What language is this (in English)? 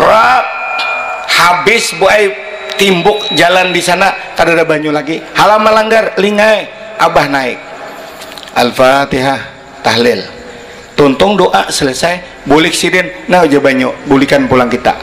Banjar